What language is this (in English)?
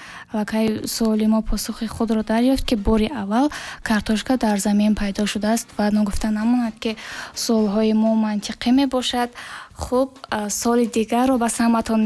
Tajik